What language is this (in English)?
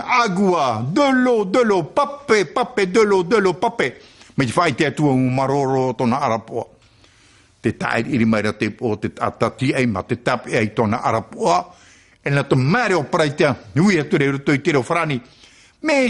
Tahitian